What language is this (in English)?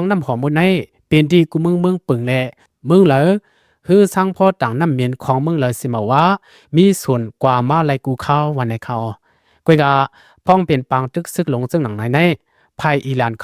Shan